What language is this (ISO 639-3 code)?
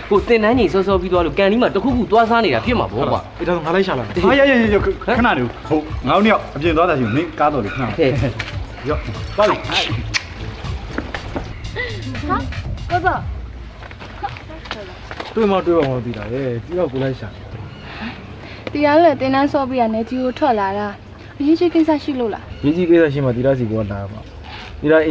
mya